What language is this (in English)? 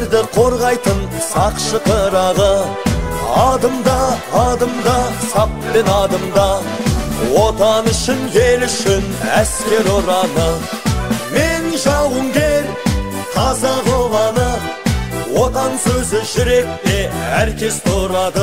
Kazakh